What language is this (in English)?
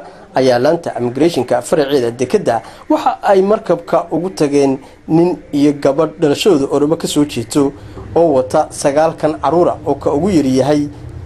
Somali